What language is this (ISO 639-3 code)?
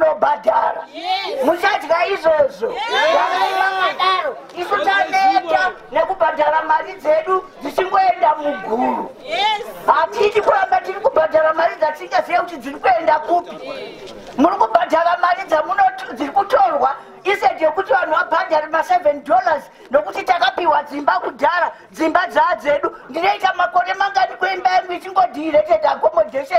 sna